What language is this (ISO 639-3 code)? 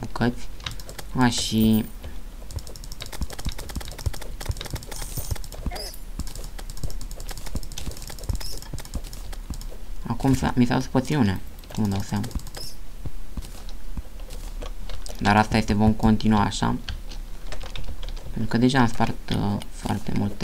ron